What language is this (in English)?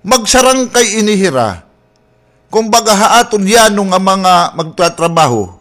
Waray